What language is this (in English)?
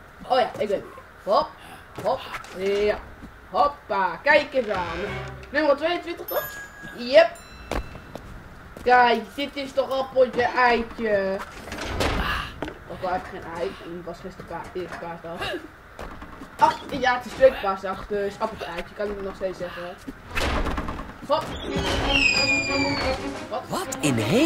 Dutch